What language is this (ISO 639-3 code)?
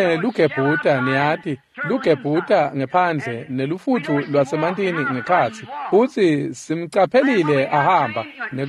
ssw